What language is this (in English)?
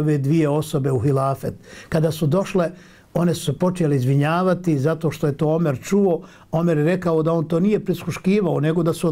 Bosnian